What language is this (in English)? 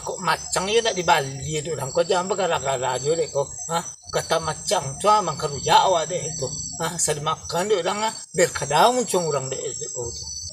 Minangkabau